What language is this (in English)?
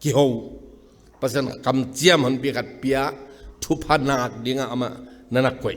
Tedim Chin